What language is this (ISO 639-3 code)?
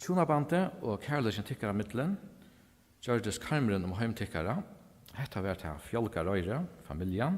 fao